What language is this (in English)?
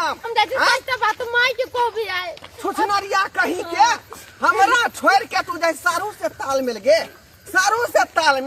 Maithili